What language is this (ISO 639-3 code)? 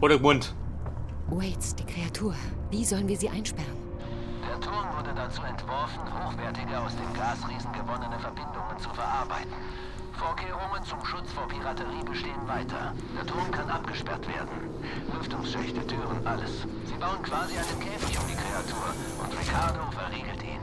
bar